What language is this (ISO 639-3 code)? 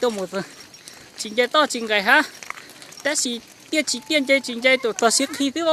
hmn